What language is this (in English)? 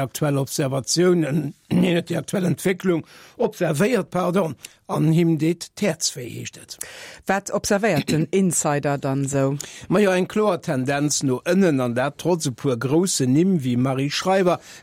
Luxembourgish